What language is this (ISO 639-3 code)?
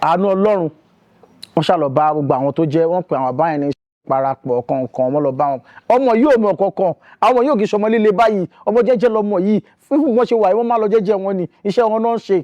yor